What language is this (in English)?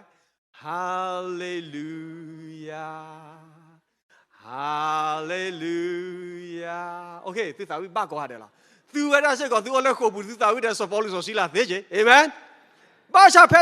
S'gaw Karen